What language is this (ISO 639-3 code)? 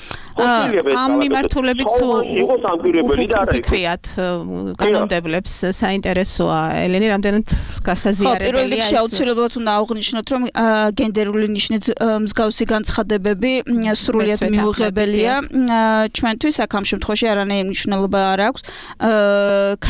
kat